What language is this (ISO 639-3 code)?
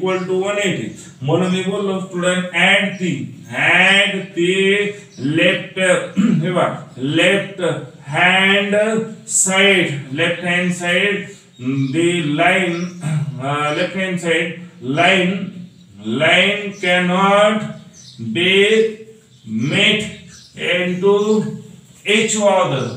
mar